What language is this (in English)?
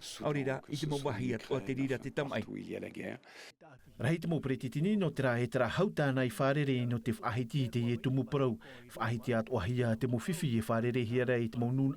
Tahitian